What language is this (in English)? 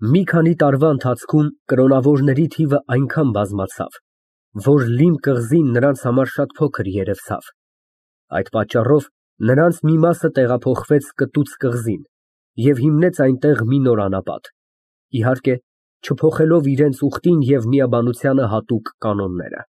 Armenian